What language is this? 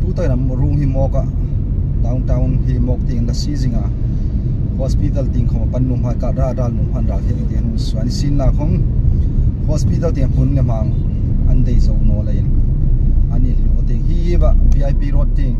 Hmar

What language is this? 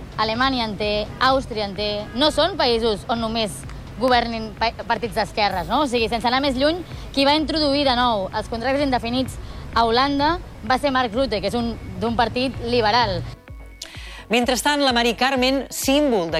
Catalan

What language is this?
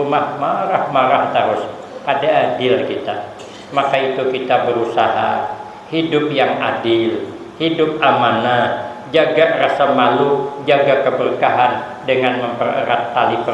Banjar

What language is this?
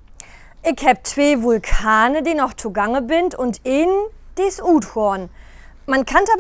Low German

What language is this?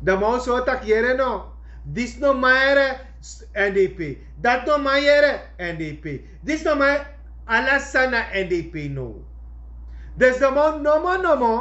Sranan Tongo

